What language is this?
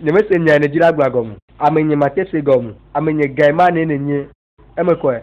Ewe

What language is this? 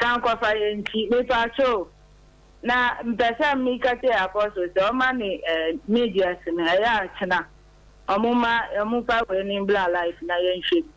Akan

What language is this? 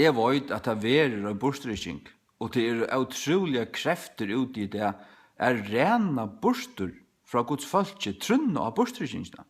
Faroese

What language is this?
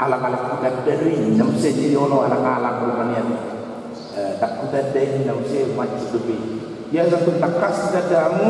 Batak Toba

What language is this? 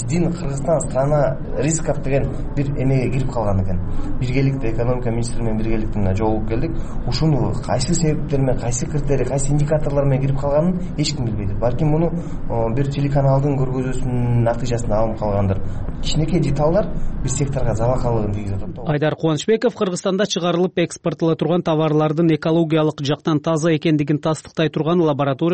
Kyrgyz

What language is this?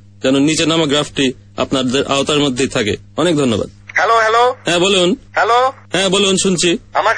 Bangla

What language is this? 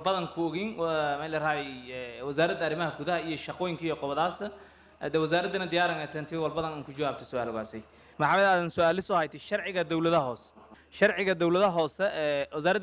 Somali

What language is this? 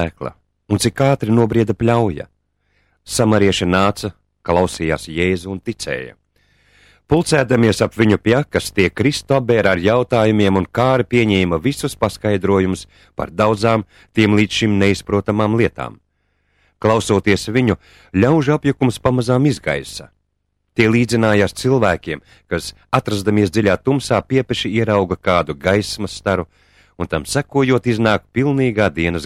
Latvian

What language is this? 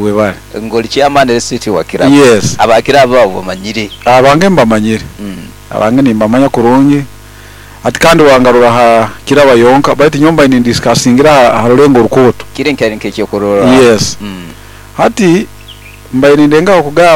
Nyoro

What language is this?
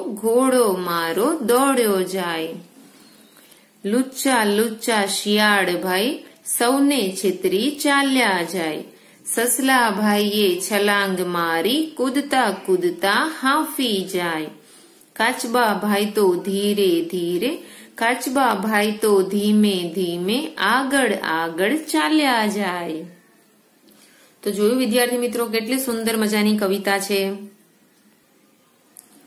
Gujarati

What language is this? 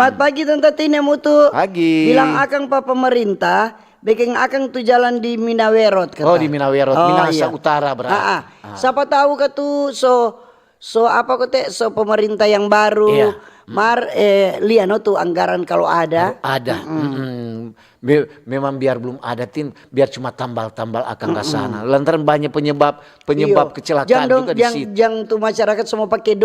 Manado Malay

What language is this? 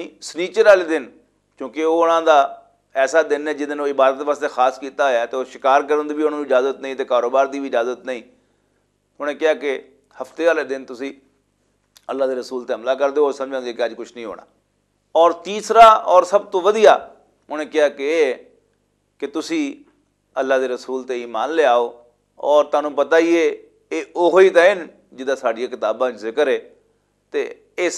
Western Panjabi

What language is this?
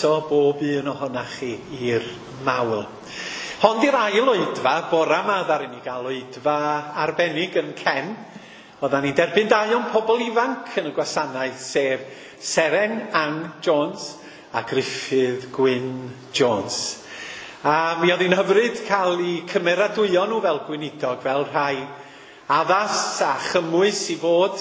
Welsh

